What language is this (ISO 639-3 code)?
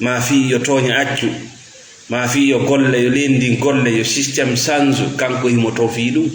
ful